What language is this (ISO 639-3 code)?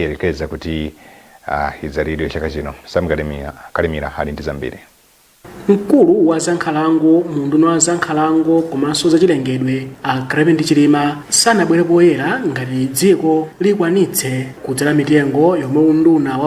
nya